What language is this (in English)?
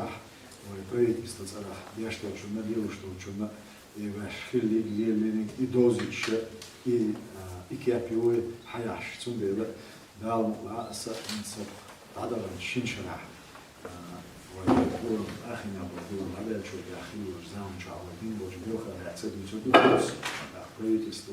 Chechen